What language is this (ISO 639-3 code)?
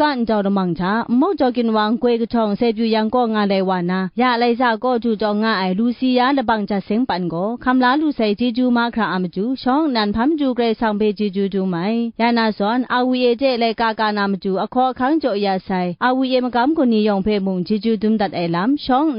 kac